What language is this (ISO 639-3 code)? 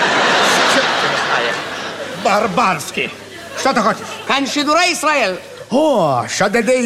heb